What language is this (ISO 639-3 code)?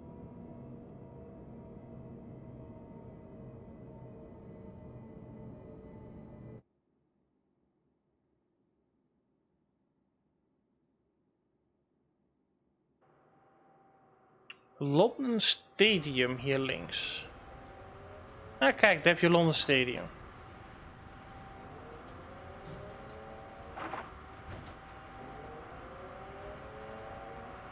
nld